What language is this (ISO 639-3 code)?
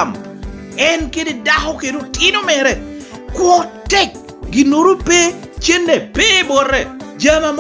laj